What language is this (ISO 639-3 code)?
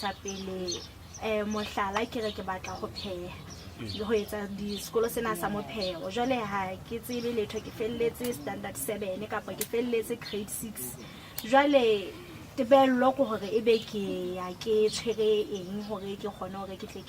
sot